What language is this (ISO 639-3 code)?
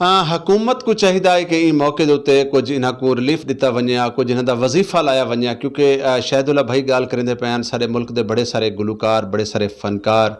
skr